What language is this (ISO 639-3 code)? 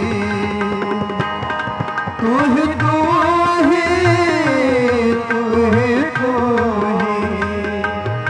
pan